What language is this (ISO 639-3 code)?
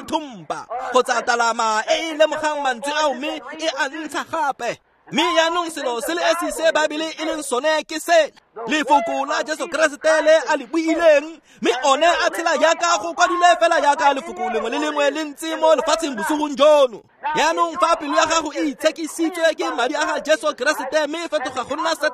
tsn